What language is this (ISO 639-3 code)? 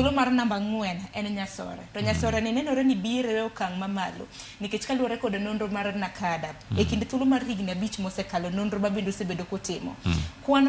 luo